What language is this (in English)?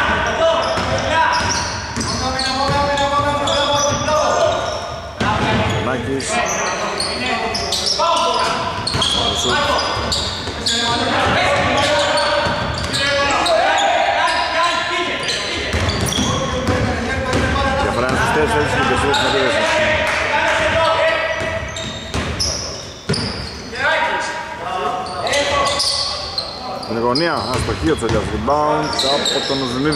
Greek